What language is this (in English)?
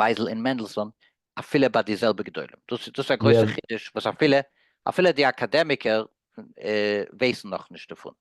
Yiddish